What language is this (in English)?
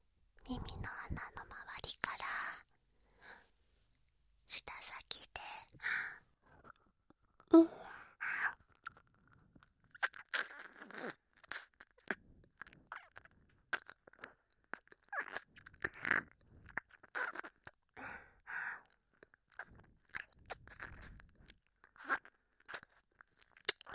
Japanese